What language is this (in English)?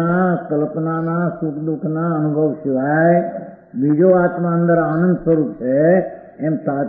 Gujarati